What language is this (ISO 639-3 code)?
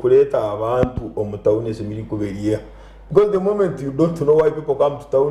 nyn